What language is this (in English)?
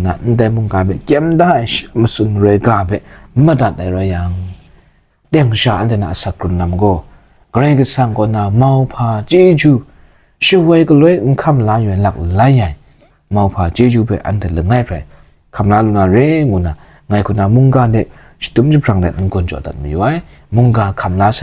Kachin